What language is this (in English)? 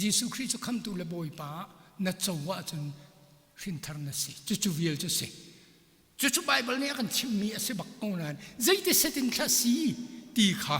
Hakha Chin